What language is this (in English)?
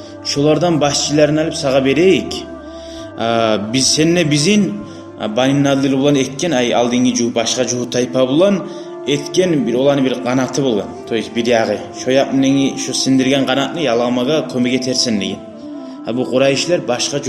Kumyk